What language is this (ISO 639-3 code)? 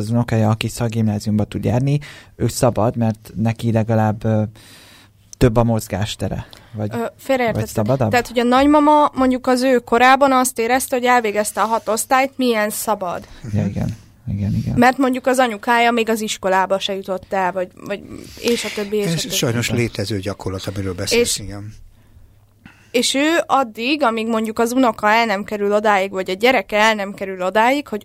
hun